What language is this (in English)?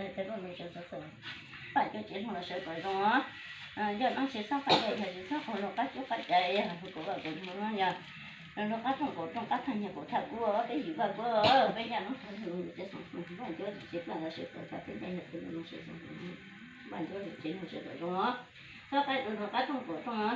Hmong